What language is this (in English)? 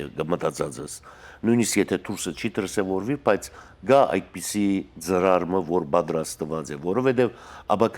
Western Armenian